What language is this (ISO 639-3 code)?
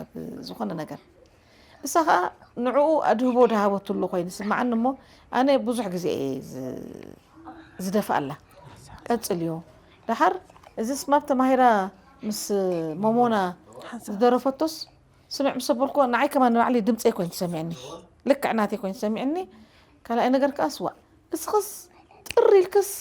tir